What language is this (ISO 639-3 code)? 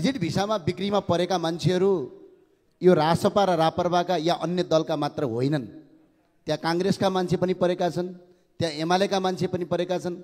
nep